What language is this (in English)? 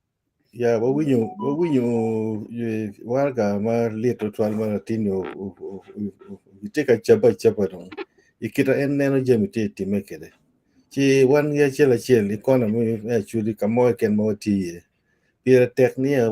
Acoli